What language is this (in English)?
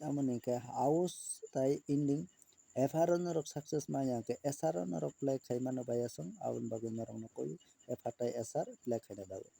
Kok Borok